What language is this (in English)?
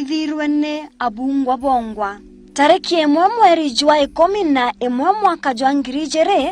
Meru